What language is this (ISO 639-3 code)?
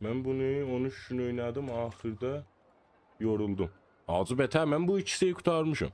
azb